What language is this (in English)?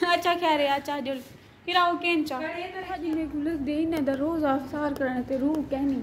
Saraiki